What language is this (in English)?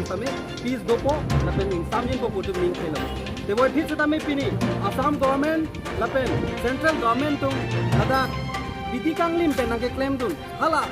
Karbi